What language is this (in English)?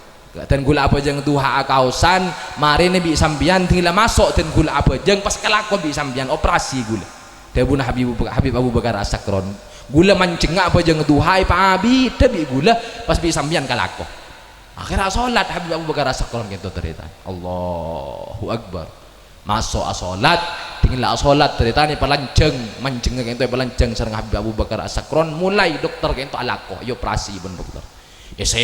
Madurese